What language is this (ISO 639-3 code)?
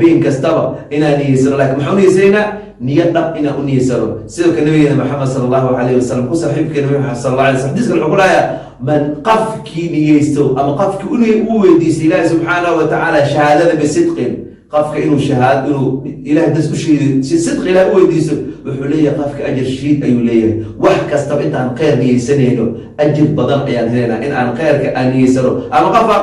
som